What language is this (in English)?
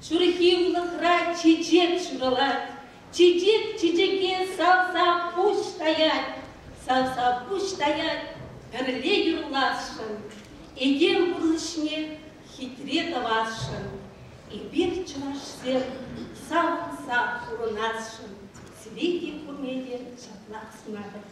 Chuvash